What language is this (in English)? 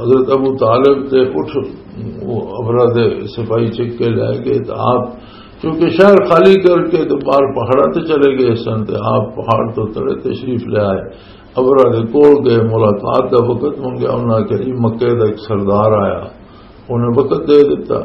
Western Panjabi